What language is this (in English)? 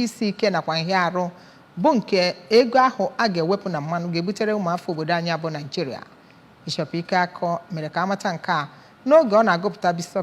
Igbo